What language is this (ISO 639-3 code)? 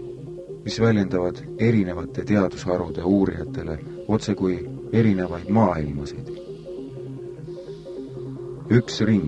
est